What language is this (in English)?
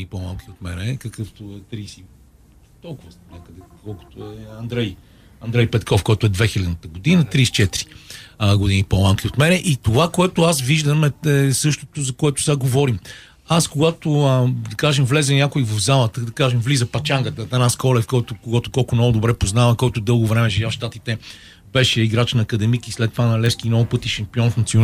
Bulgarian